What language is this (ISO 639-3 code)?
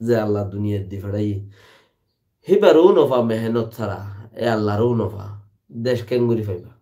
rhg